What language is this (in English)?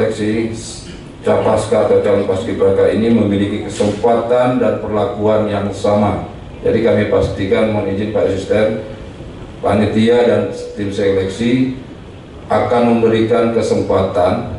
Indonesian